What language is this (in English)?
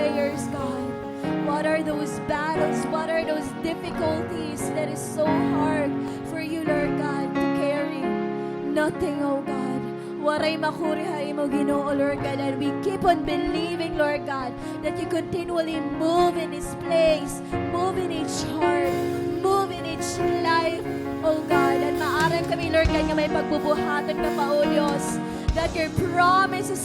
Waray